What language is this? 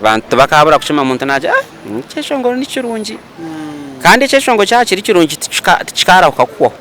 Nyankole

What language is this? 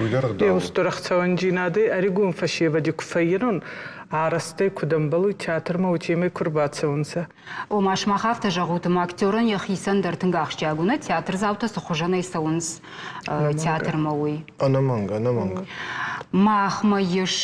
Ossetic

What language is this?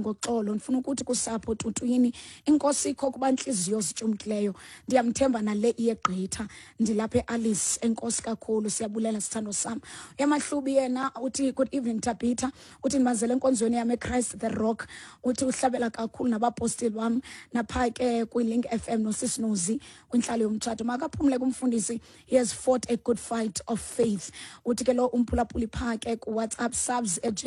Xhosa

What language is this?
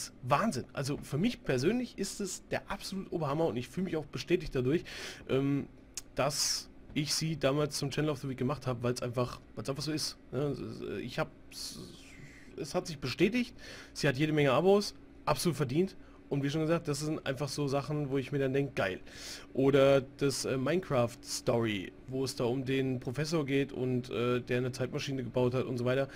German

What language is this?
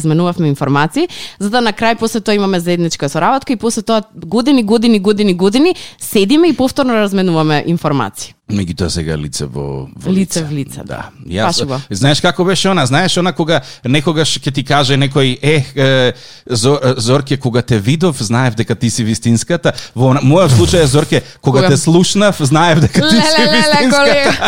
Macedonian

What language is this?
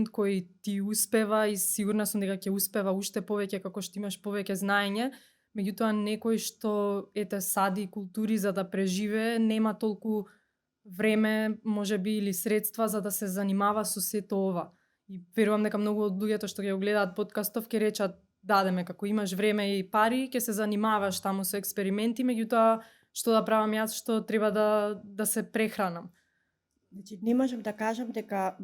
Macedonian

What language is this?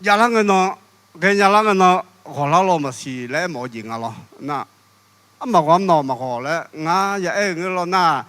Akha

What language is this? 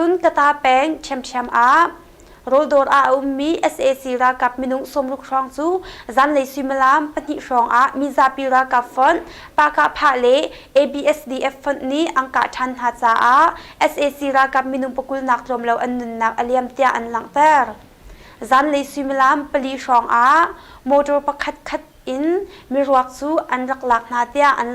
Hakha Chin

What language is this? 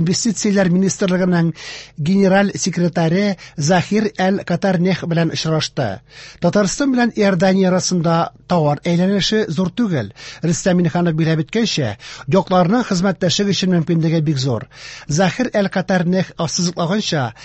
Tatar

